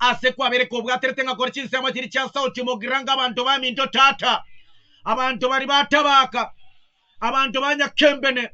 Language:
Gusii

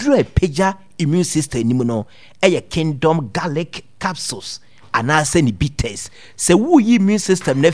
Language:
Akan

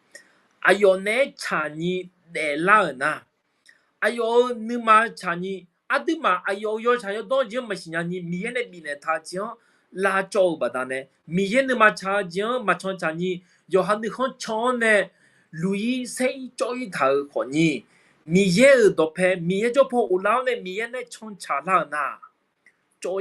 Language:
Akha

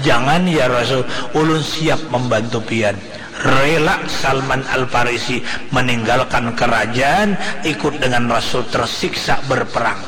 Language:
Banjar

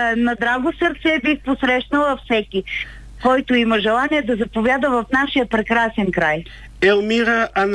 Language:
Bulgarian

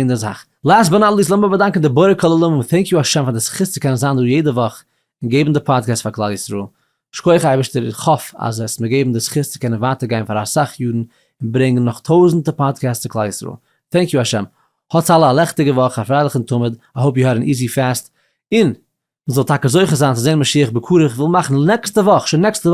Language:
Yiddish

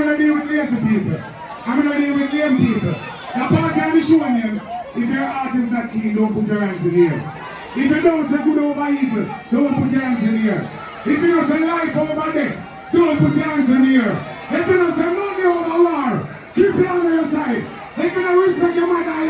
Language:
Jamaican Creole English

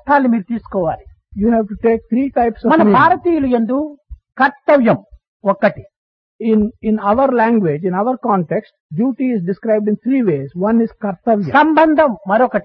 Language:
Telugu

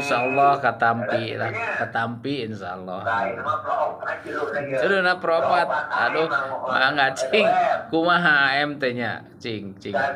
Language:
Sundanese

